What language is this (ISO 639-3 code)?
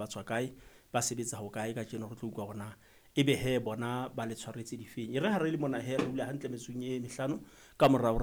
sot